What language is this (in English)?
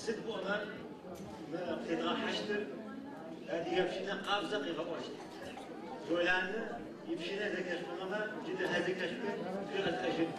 Adyghe